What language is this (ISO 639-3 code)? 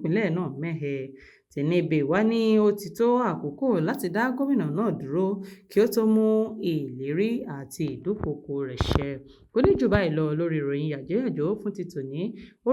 yor